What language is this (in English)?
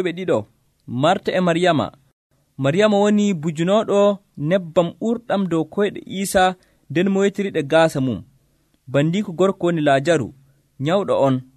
Nigerian Fulfulde